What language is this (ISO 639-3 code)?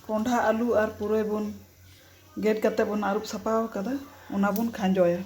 sat